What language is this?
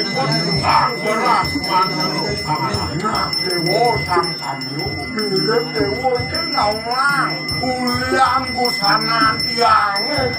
Balinese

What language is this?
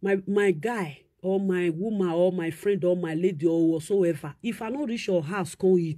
Nigerian Pidgin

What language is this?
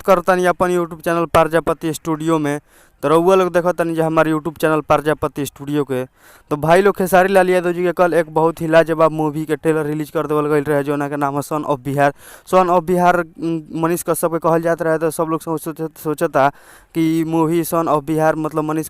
Bhojpuri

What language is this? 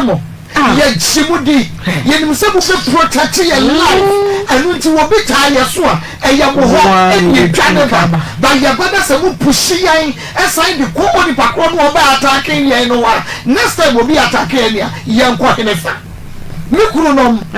Akan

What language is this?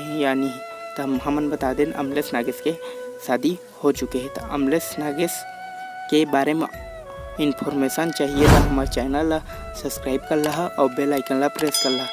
Chhattisgarhi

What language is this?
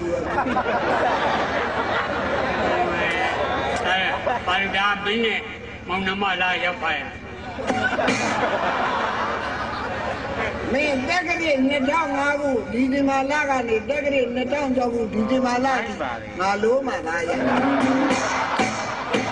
Burmese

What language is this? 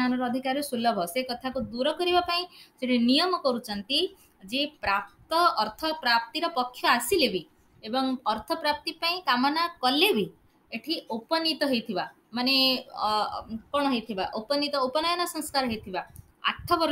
Odia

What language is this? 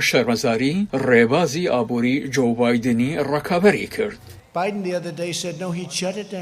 Central Kurdish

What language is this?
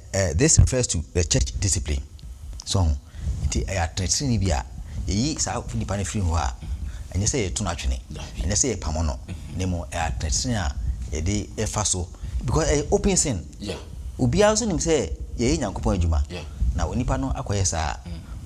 Akan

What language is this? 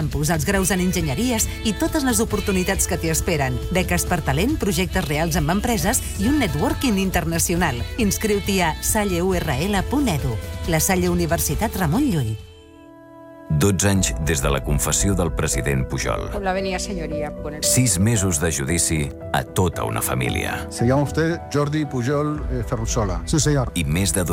Catalan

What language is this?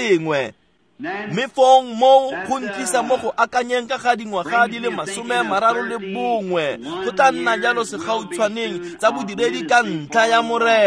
Tswana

